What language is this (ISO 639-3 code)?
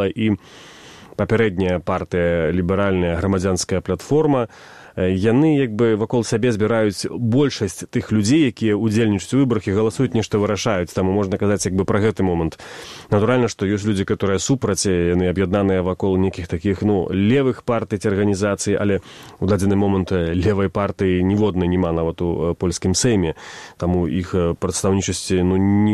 bel